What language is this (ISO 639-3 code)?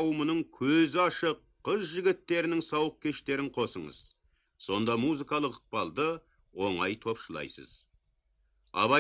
kaz